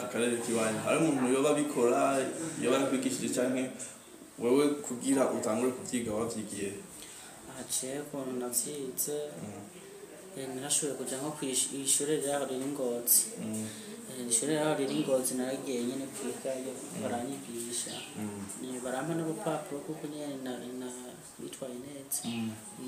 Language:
Rundi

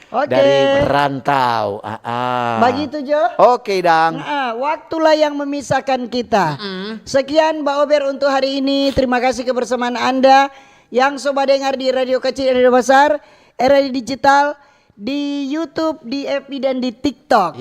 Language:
Manado Malay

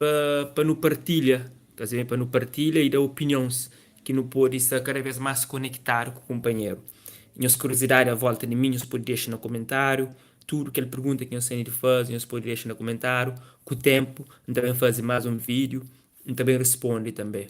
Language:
Kabuverdianu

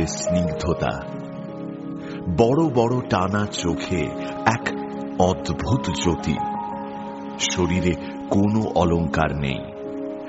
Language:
Bangla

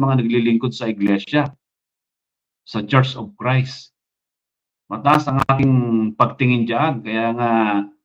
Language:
Filipino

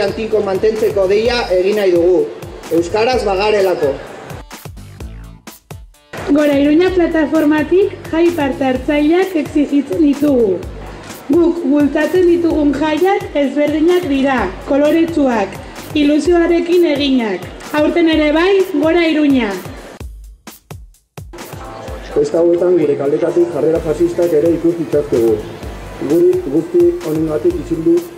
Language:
Basque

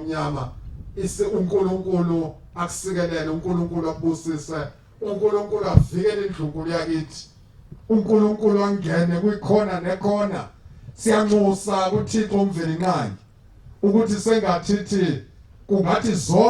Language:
Zulu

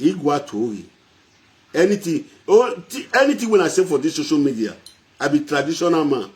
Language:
Nigerian Pidgin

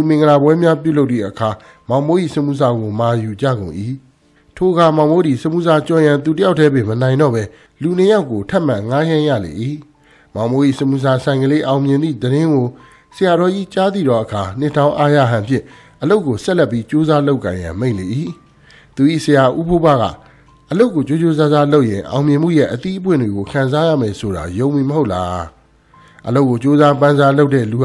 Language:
Burmese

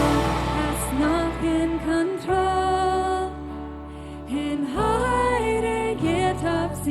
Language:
Plautdietsch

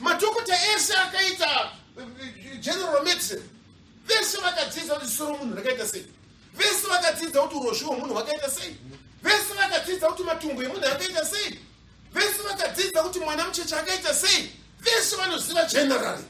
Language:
Shona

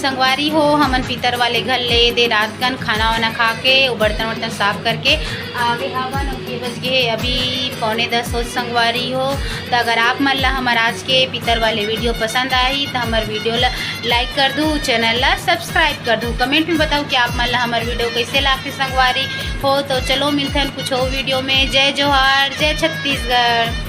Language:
Chhattisgarhi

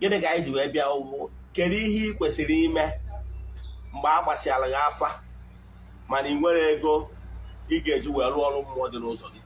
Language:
Igbo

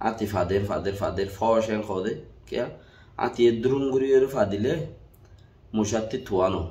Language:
Rohingya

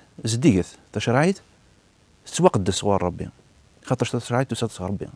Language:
Kabyle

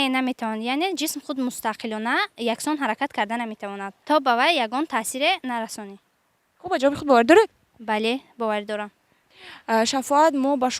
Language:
Tajik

